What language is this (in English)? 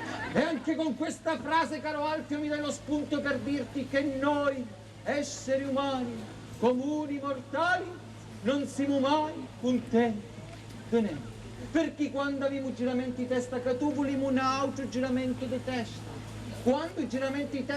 Sicilian